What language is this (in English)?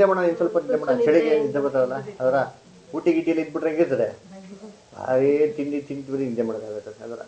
Kannada